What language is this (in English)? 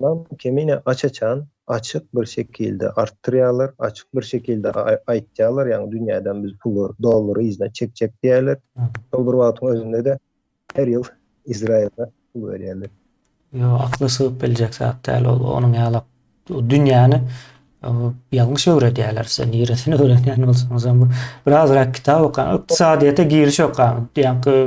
Turkmen